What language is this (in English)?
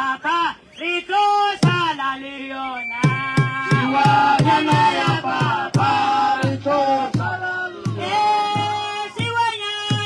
Northern Sotho